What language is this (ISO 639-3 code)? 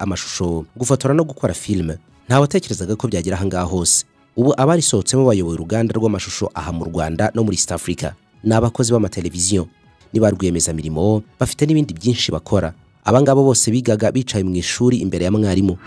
kin